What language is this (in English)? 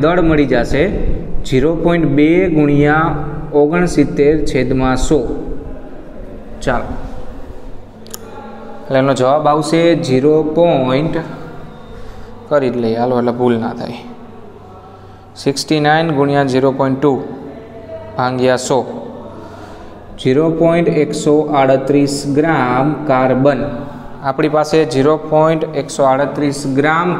Gujarati